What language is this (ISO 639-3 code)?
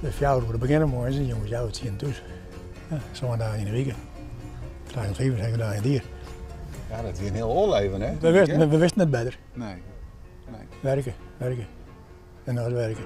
fry